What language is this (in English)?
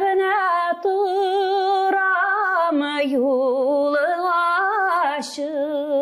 Tatar